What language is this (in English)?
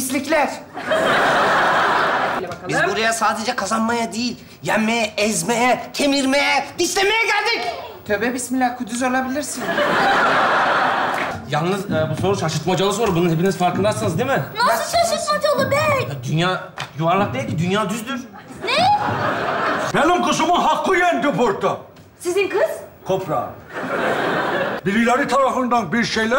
Turkish